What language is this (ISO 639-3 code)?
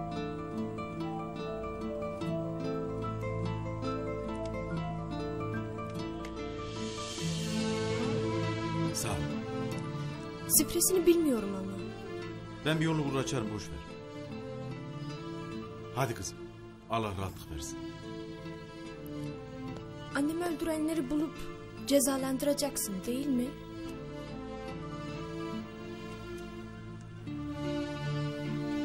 tur